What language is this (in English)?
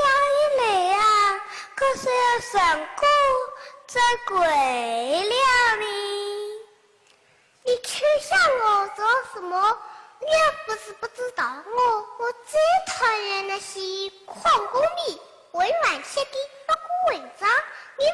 Chinese